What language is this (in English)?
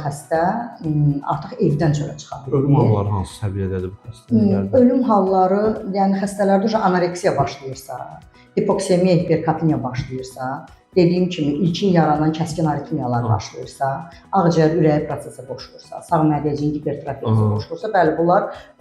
Azerbaijani